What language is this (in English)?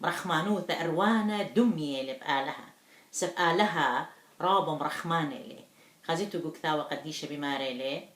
Assyrian Neo-Aramaic